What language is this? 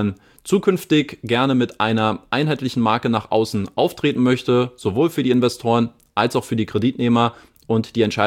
German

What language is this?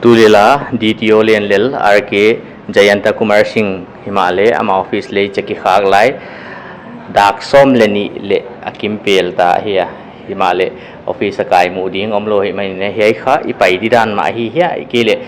Paite Chin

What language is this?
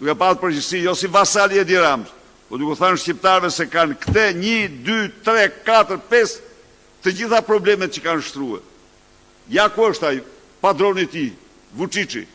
Albanian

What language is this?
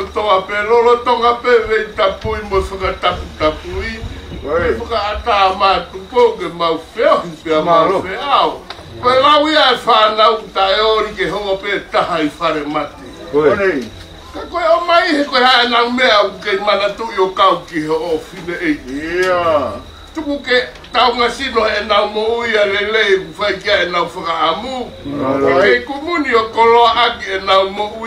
Tongan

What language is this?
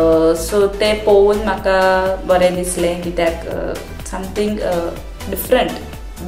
Konkani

